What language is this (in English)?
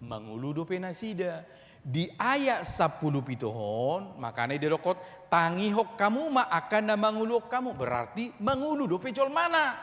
Batak Toba